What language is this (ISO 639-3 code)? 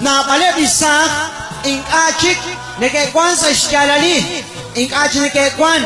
kek